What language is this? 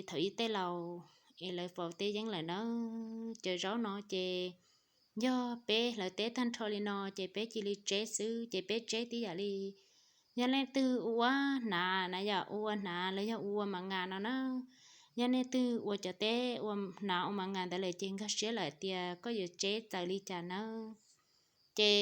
Hmong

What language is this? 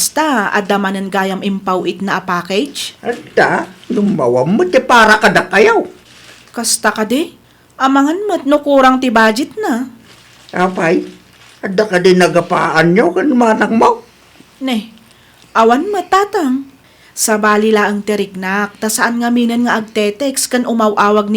Iloko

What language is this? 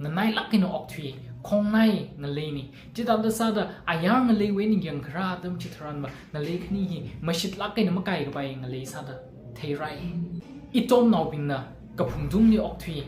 Tangkhul Naga (India)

